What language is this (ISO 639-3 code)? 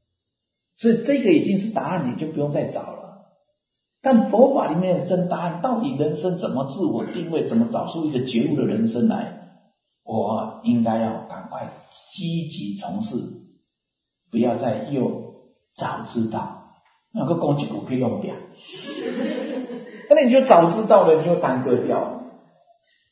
zho